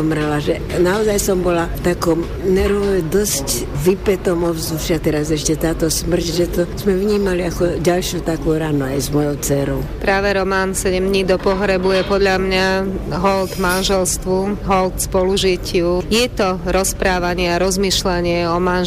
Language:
Slovak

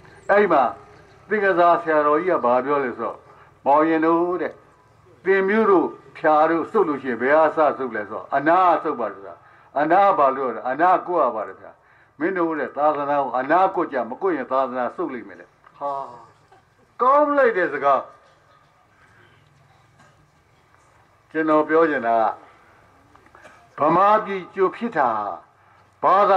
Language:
Burmese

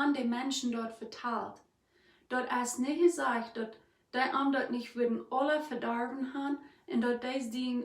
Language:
Plautdietsch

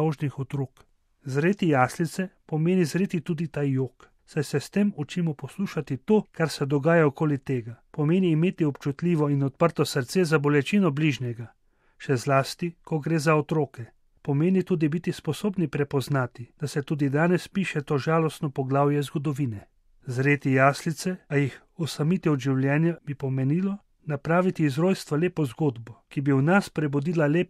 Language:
Slovenian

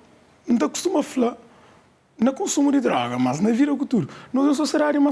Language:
Kabuverdianu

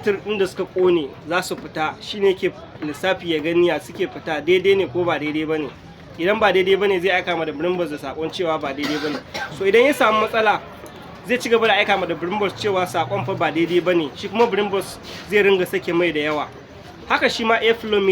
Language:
Hausa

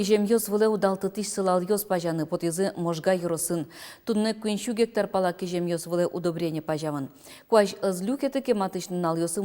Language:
Udmurt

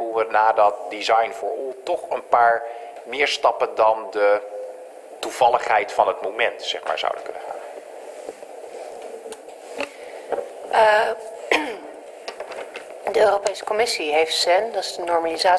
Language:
Dutch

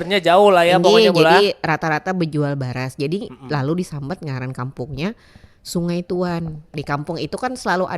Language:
Banjar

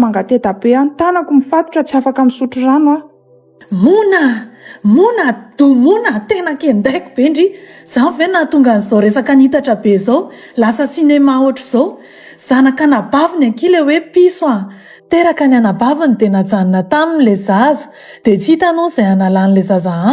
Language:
Malagasy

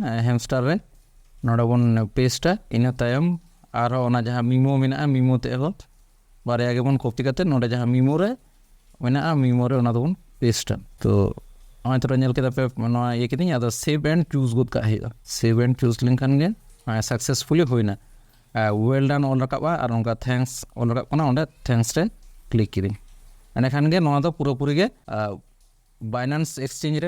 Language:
Santali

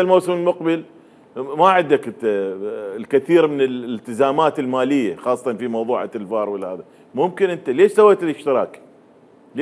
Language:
Mesopotamian Arabic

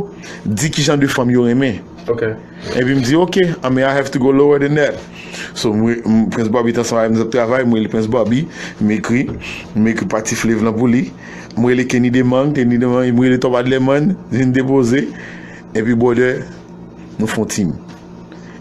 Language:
Haitian Creole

